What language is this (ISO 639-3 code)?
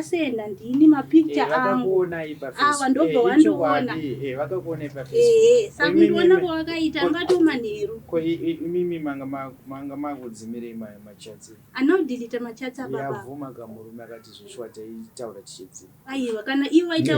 sna